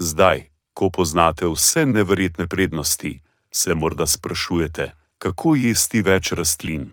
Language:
Slovenian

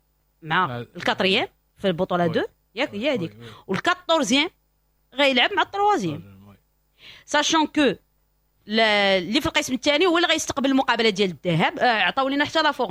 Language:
Moroccan Arabic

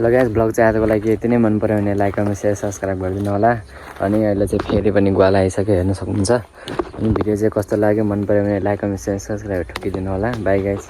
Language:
Nepali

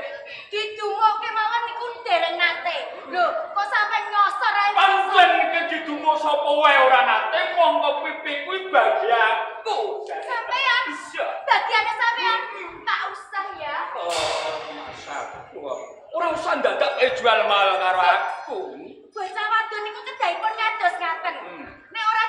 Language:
Javanese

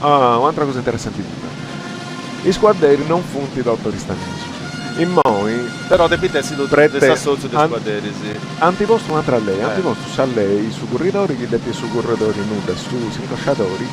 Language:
Sardinian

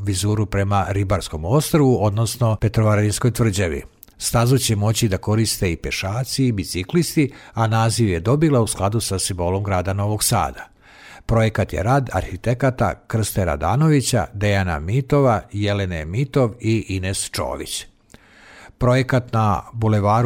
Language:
Serbian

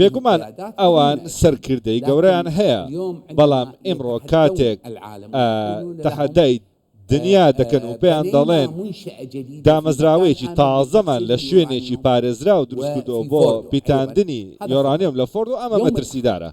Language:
Central Kurdish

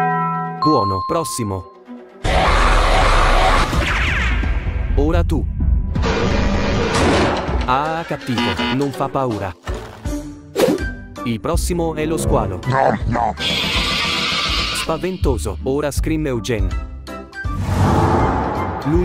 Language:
Italian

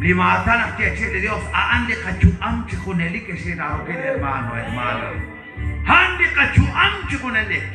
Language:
Kekchí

